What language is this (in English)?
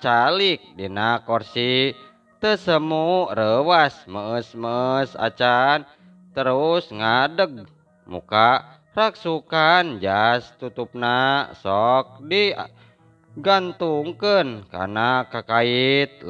Sundanese